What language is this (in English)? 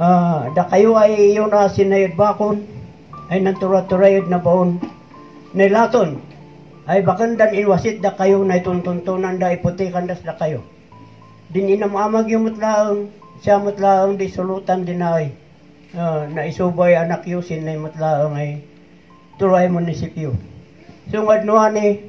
Kankanaey